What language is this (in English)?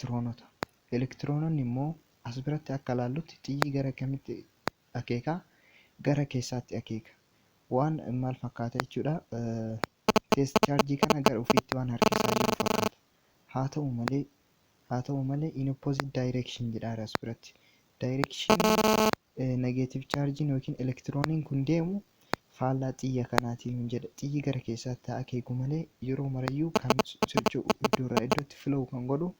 Oromo